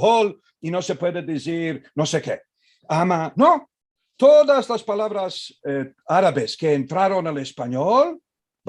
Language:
Ladino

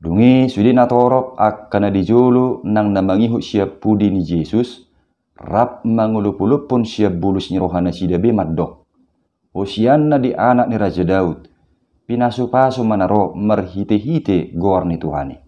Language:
Batak Toba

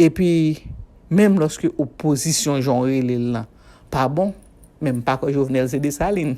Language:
Haitian Creole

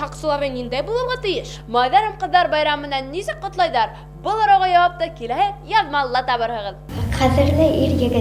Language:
Bashkir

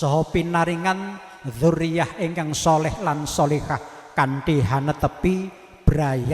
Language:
Javanese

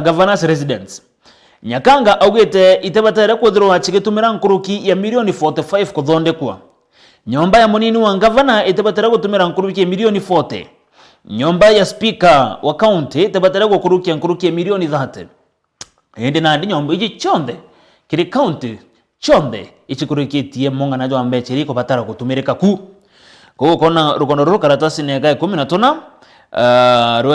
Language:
Meru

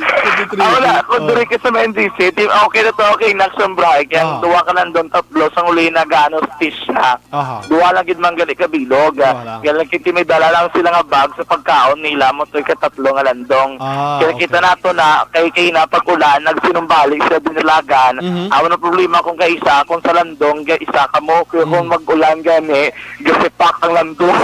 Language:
Hiligaynon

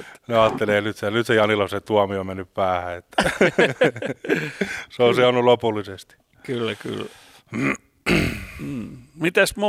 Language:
Finnish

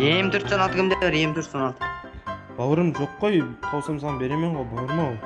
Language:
Kara-Kalpak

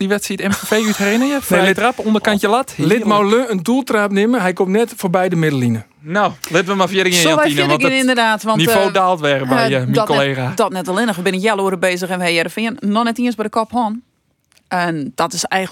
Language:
Western Frisian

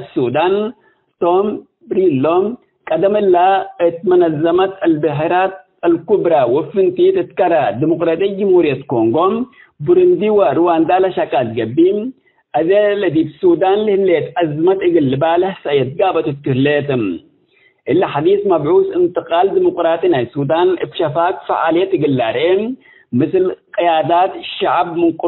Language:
Tigre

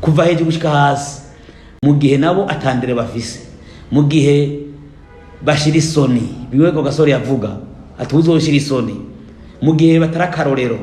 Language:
Rundi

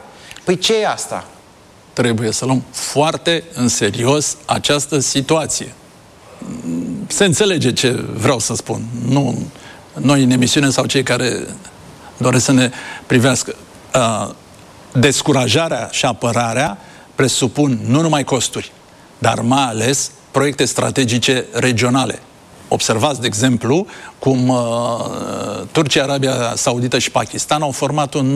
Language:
Romanian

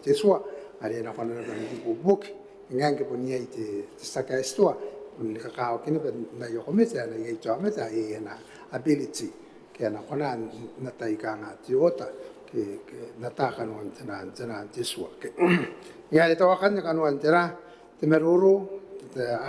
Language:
Gilbertese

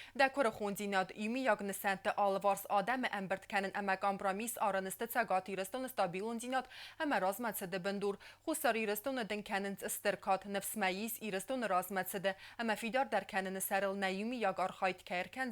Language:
Ossetic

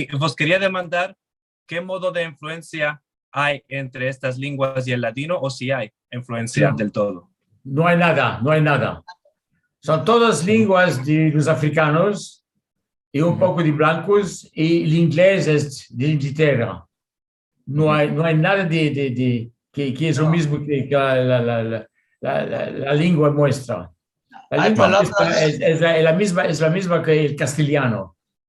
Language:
Ladino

